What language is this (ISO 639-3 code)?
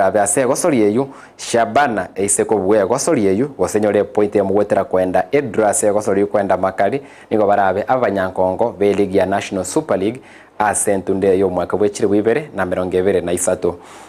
guz